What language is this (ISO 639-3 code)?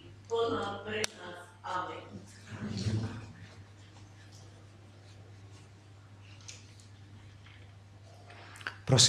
slk